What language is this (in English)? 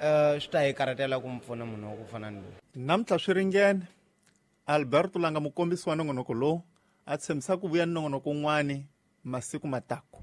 Tsonga